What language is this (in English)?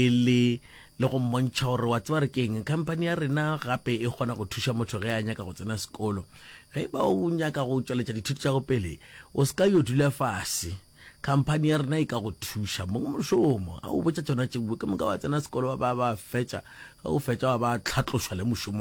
Northern Sotho